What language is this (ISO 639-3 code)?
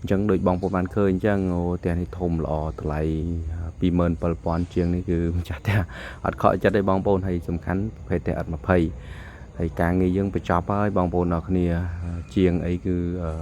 khm